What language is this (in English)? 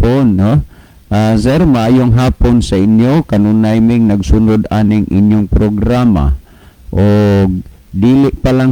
Cebuano